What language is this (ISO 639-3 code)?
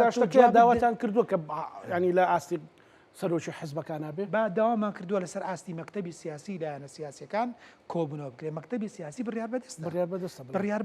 ckb